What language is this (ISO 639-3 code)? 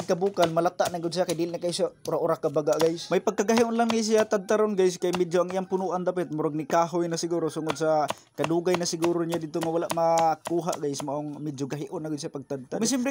ceb